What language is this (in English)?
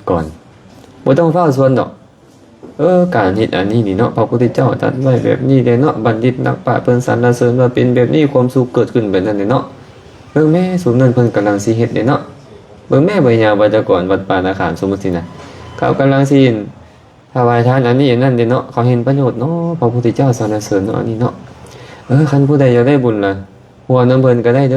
Lao